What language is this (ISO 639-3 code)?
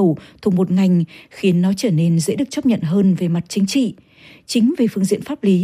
vie